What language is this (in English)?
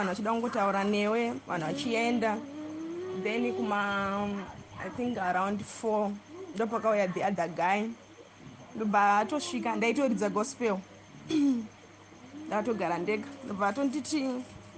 Shona